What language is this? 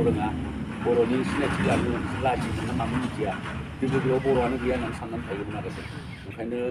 Bodo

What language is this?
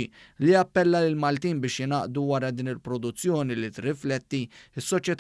Maltese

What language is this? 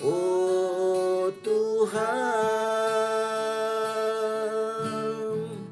Iban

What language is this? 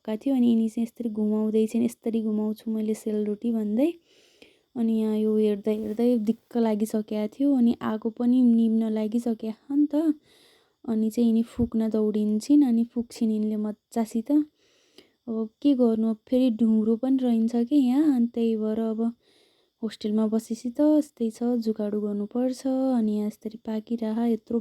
Nepali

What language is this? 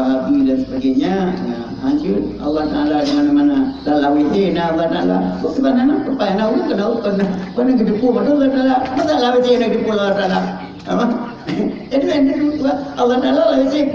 Achinese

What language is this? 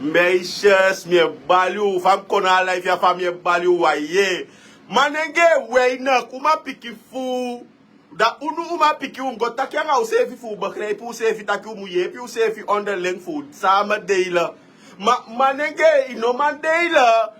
Sranan Tongo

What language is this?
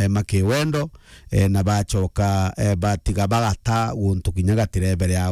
Meru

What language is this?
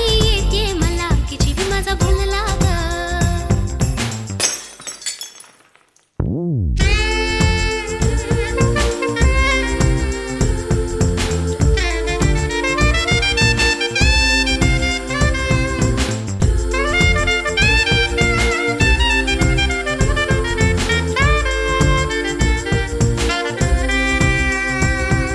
Marathi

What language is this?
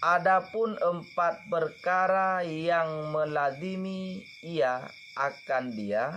Achinese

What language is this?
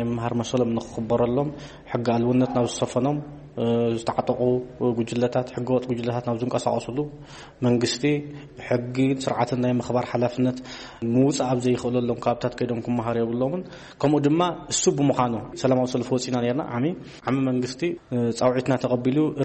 Tigrinya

